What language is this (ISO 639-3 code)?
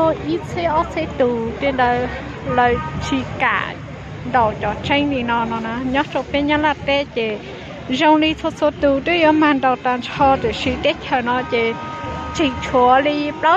hmn